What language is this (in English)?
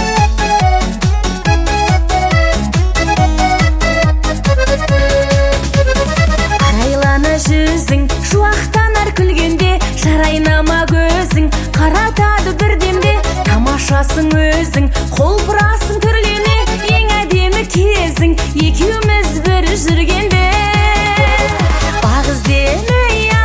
Kazakh